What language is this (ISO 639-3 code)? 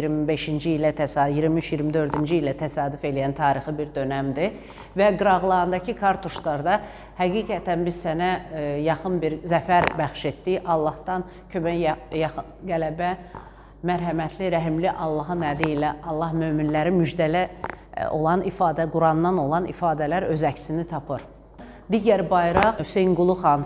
aze